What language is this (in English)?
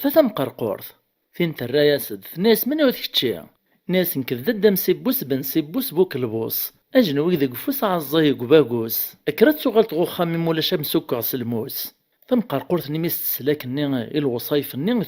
Kabyle